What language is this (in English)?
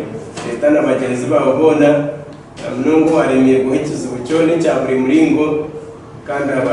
Nyankole